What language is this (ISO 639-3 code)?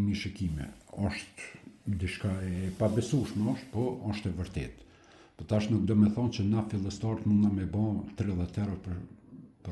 sqi